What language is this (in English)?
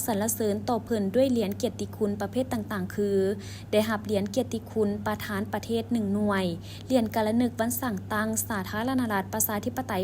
Lao